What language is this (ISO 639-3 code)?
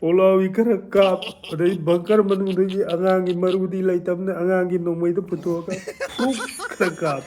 mni